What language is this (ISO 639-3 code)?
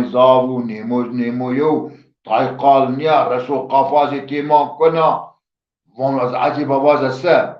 zza